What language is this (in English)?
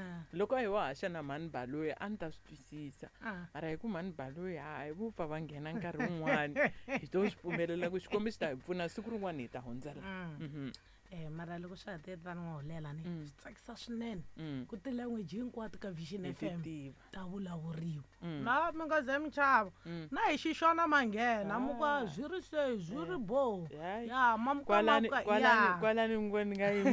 Tsonga